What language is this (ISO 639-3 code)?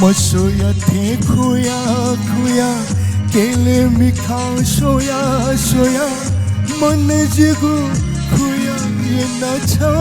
new